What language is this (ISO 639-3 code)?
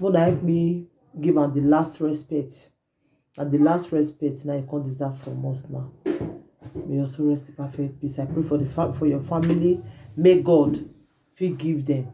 pcm